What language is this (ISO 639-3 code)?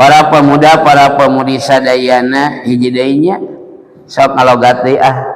sun